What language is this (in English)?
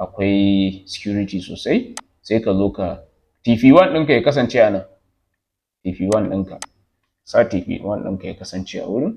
Hausa